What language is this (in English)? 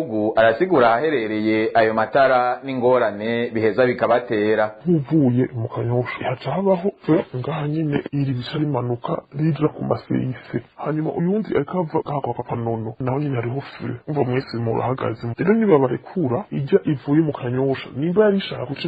Rundi